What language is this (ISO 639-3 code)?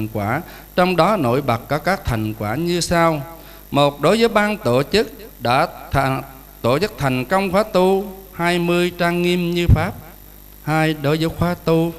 vie